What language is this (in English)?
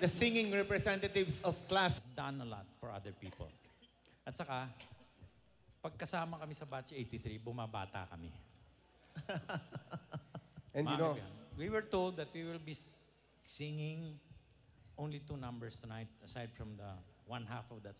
Filipino